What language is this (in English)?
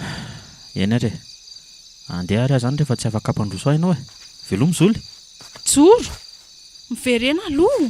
Malagasy